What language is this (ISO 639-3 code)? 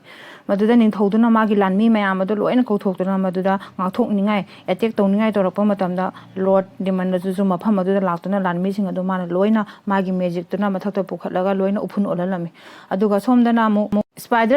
mni